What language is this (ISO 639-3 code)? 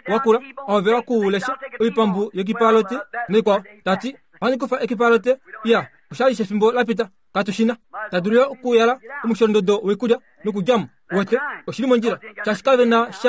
kua